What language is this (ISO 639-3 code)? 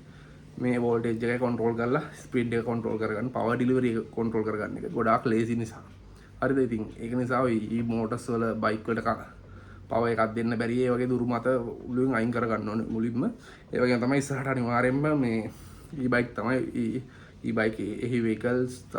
sin